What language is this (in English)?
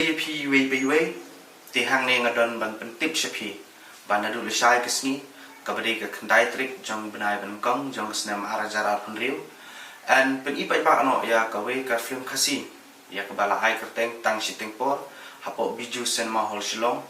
Khasi